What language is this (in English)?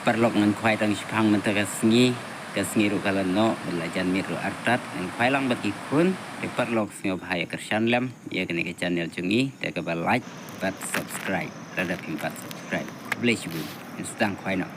Khasi